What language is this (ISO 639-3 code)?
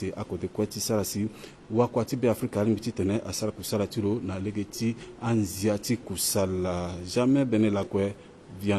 sag